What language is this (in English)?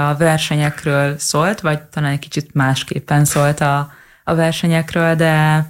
Hungarian